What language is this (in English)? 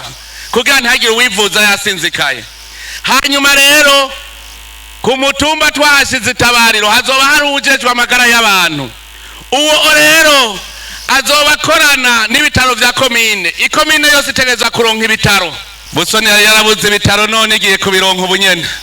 Rundi